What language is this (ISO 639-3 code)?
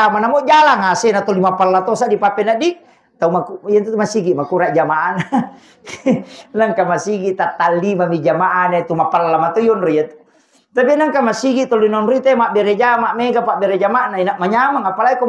bug